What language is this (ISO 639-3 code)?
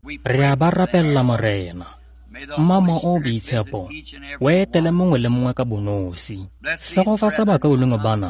tsn